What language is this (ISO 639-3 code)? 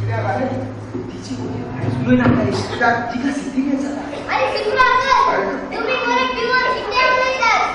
kok